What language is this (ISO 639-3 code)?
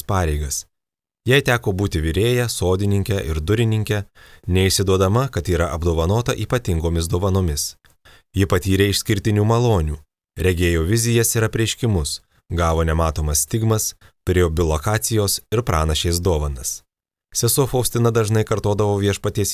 lit